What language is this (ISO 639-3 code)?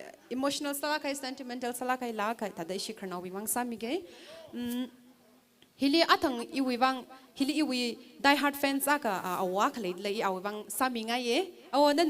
nmf